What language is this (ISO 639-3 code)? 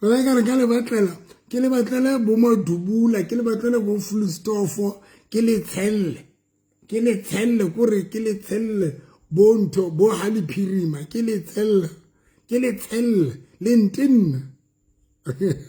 sot